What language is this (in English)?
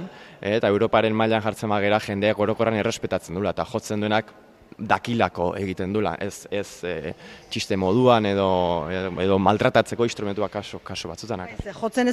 Basque